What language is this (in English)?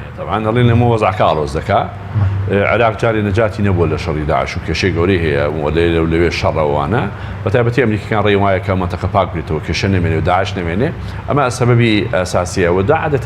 Central Kurdish